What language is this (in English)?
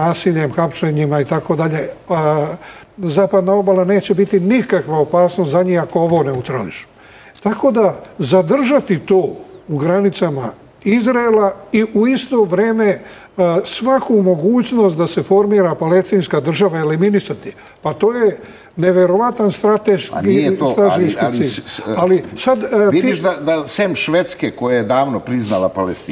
Serbian